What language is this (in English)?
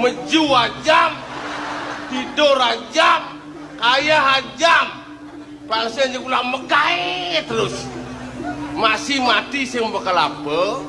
Balinese